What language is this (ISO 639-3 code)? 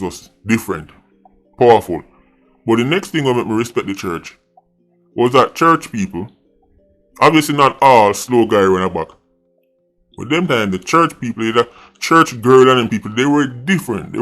jam